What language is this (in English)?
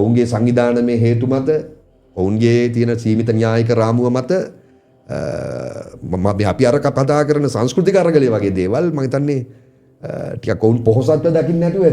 Sinhala